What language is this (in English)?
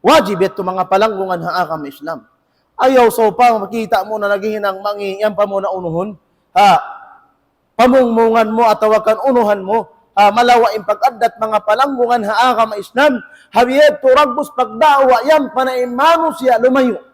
Tausug